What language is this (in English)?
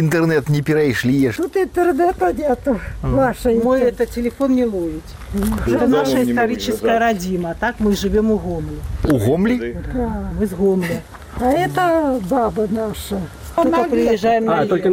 Belarusian